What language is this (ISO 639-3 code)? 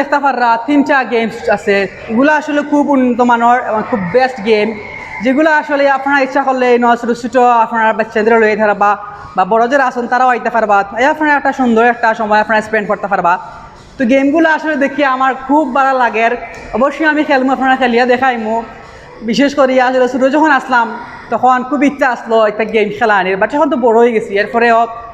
syl